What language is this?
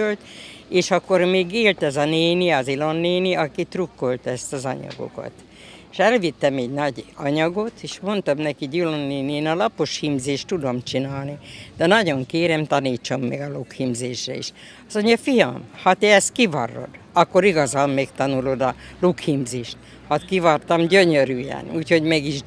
Hungarian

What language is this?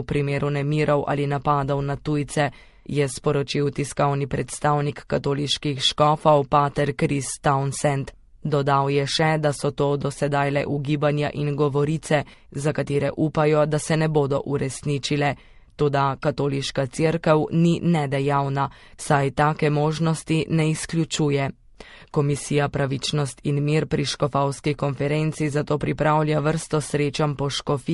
Slovenian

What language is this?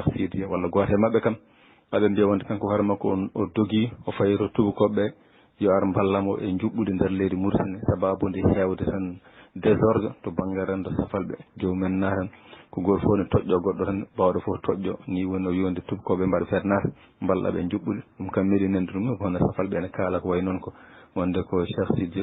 Fula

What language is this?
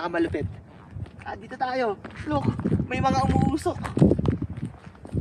Filipino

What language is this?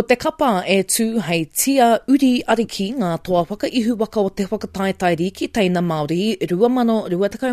Māori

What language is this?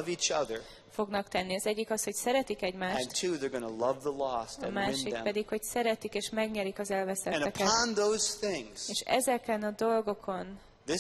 Hungarian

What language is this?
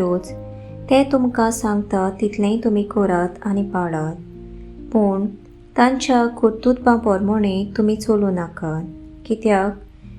Konkani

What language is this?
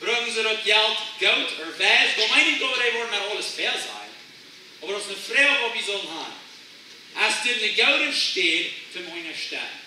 Plautdietsch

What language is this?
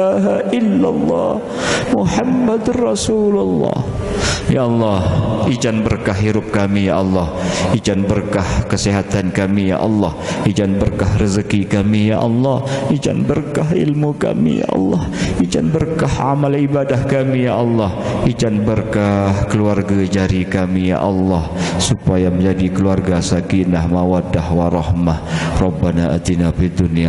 Sasak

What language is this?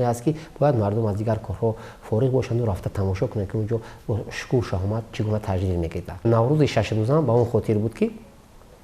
Tajik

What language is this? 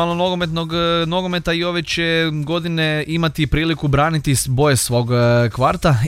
Croatian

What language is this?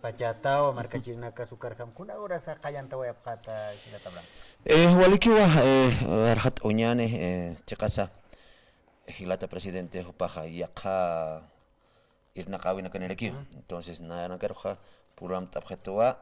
Aymara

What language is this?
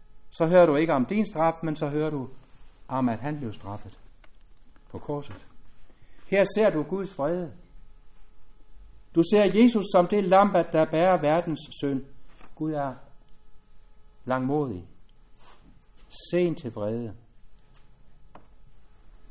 Danish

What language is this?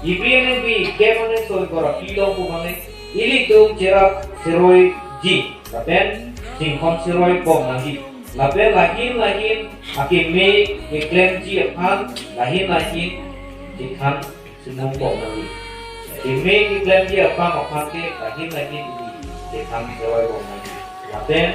Karbi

